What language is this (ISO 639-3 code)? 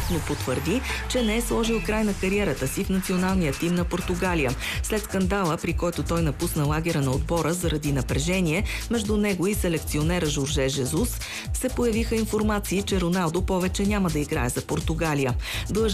bul